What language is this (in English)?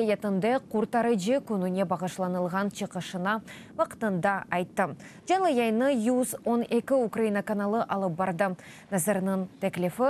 Crimean Tatar